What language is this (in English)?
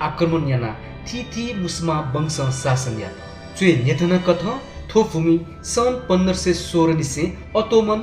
Newari